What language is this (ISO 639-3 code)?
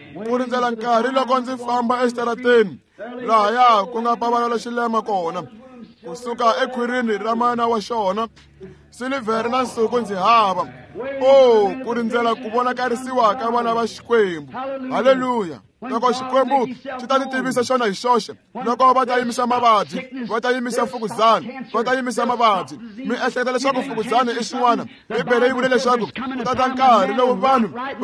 tso